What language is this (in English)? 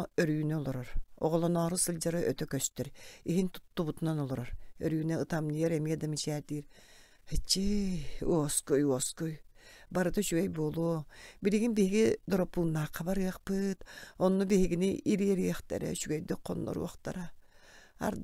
Yakut